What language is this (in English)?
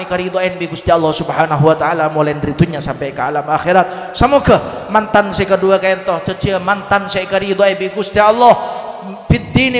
Madurese